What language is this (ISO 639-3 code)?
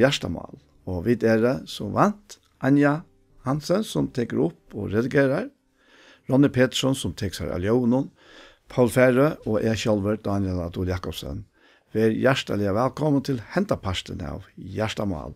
fao